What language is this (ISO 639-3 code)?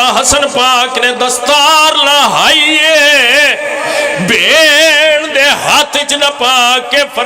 phr